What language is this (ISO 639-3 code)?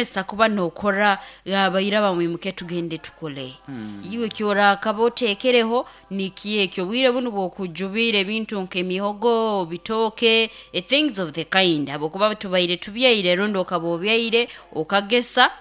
nyo